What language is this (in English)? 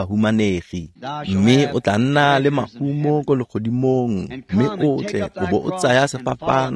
Tswana